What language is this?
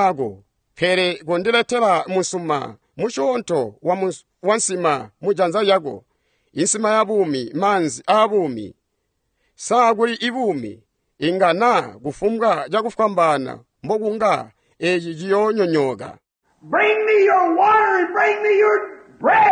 Tonga (Zambia)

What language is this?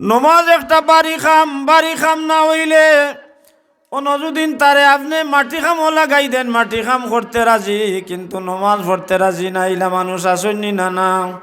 Sylheti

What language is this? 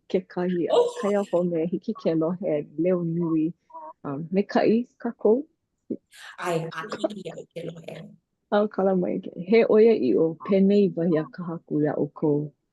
Hawaiian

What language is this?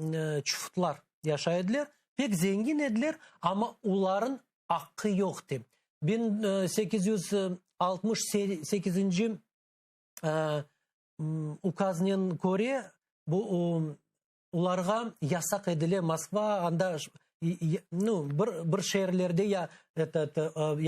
Crimean Tatar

